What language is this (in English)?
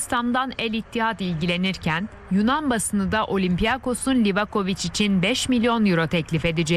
Turkish